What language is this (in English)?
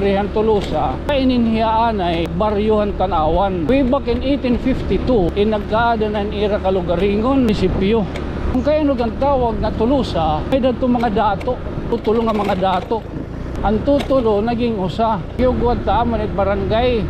Waray